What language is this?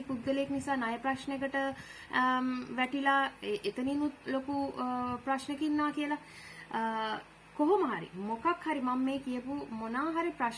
Sinhala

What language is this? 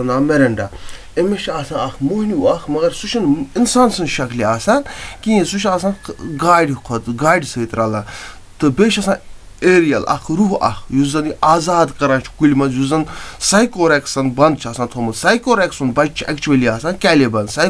Kashmiri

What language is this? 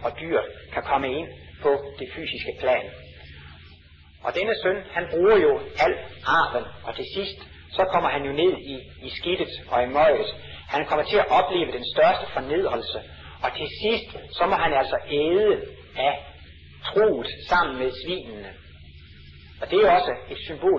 Danish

